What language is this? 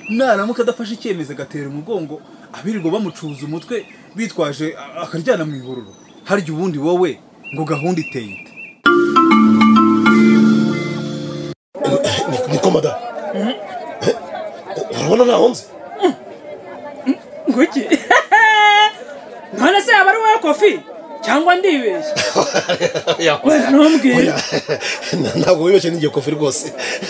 Kinyarwanda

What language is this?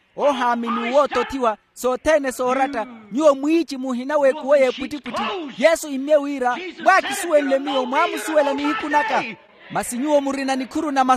Makhuwa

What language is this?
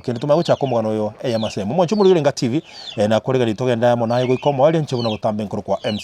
Gusii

